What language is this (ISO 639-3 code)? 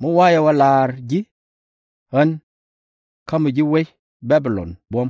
nus